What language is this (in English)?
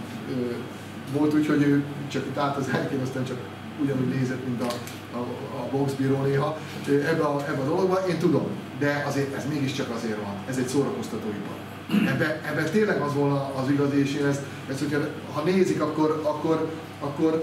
Hungarian